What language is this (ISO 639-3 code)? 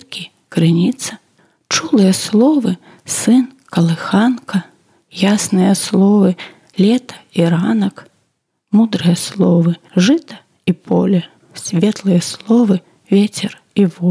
bel